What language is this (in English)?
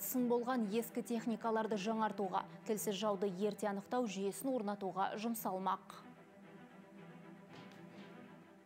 Kazakh